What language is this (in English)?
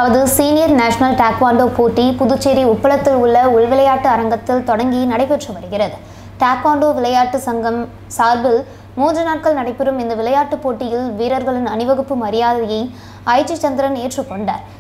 Tamil